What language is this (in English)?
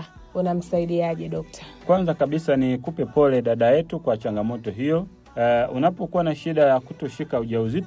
Swahili